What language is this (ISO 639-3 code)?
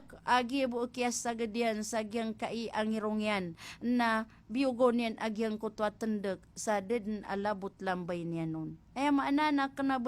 mrw